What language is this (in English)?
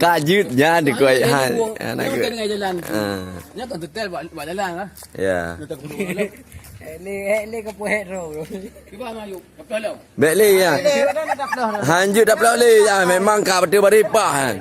Achinese